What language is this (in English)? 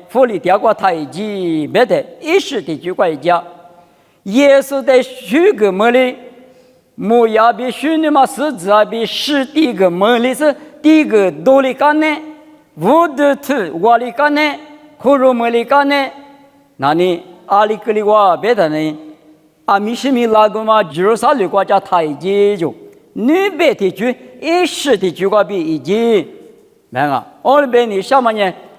Lisu